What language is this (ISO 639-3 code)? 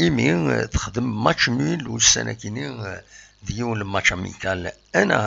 kab